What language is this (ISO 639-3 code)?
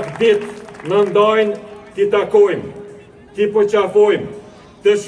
sqi